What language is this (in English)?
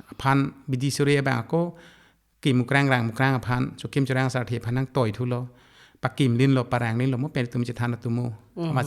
Karbi